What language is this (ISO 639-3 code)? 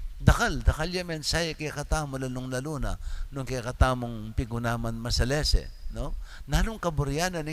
pam